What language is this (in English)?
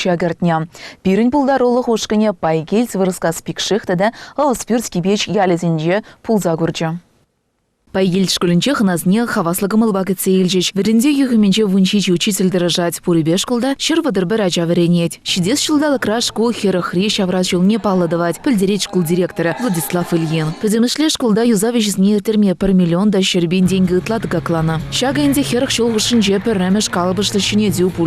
Chuvash